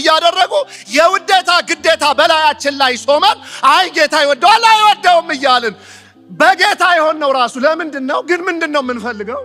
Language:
Amharic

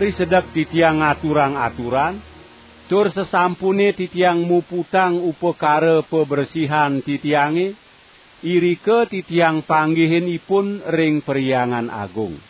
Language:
Balinese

